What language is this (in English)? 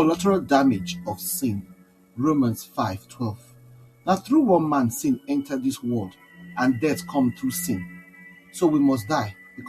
Nigerian Pidgin